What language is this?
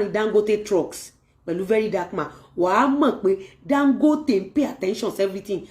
Yoruba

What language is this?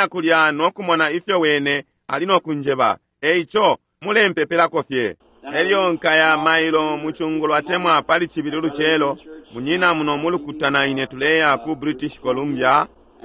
Bemba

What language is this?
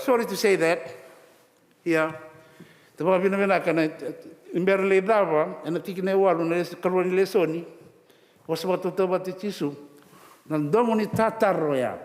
Fijian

